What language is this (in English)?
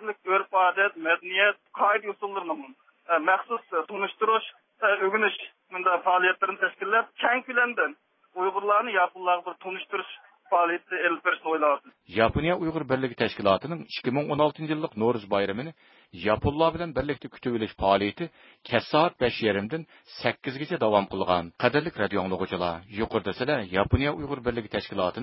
Uyghur